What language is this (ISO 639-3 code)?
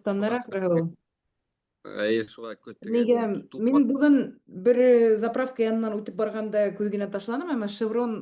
bak